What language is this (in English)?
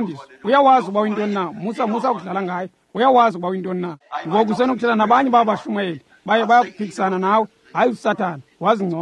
Xhosa